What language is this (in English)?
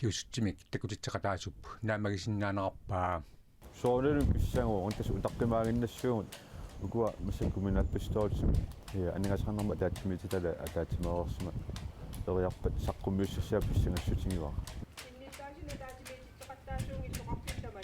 Kalaallisut